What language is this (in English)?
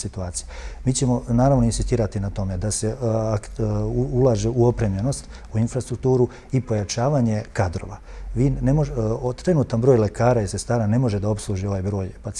Serbian